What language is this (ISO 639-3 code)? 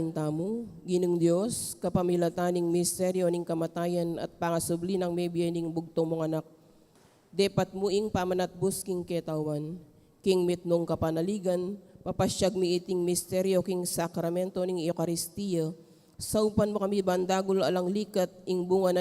pam